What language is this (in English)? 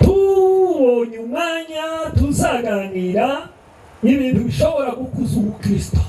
Kinyarwanda